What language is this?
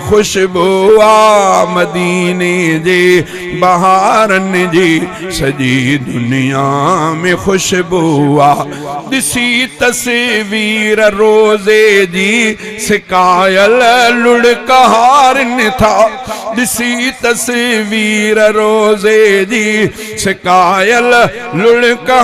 Sindhi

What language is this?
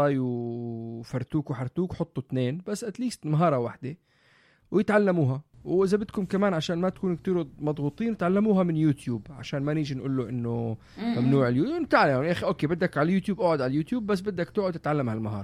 North Levantine Arabic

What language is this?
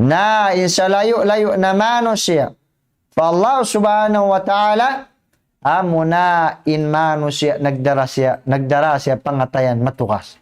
Tausug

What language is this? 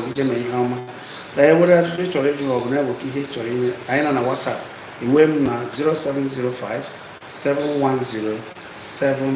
Igbo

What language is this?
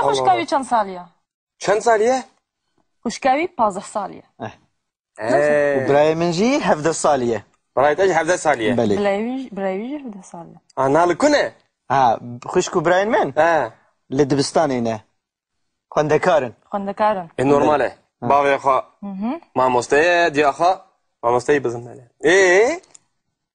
Kurdish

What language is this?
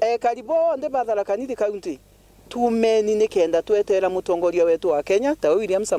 Meru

